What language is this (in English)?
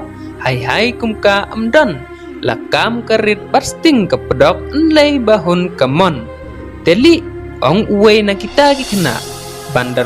Khasi